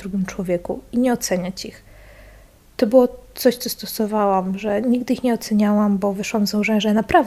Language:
Polish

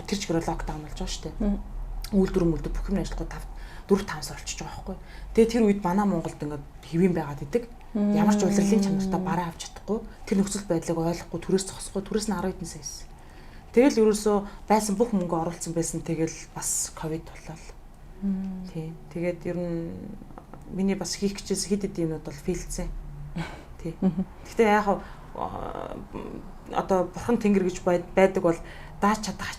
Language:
Mongolian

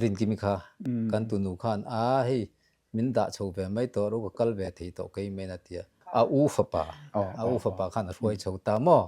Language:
Mizo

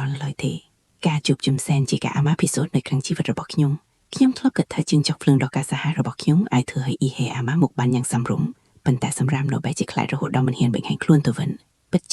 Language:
Khmer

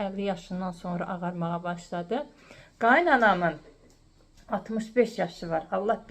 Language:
Azerbaijani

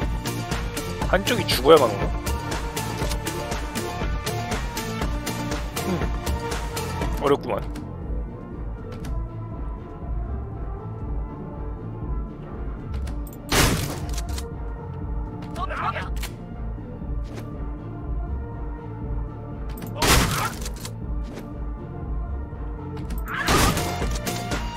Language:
Korean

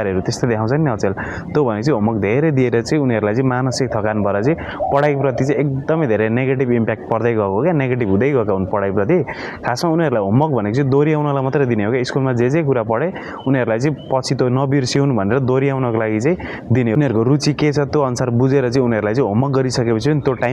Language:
Nepali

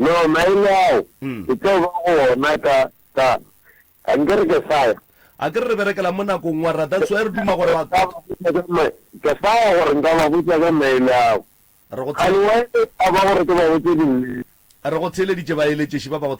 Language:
Northern Sotho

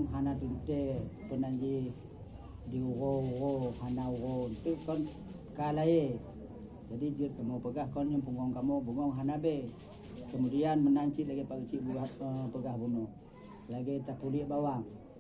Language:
Achinese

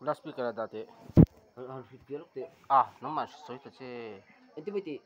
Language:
Mizo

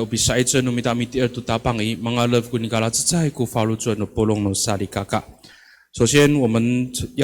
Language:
Amis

